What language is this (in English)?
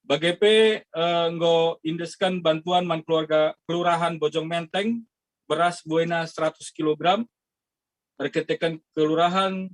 Batak Karo